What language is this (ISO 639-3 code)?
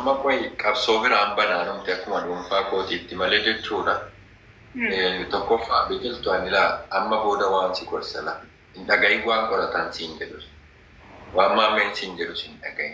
orm